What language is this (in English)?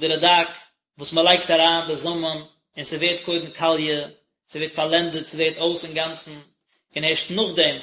Yiddish